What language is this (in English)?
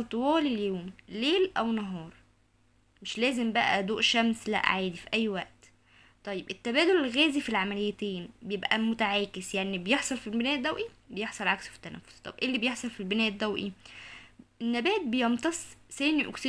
Egyptian Arabic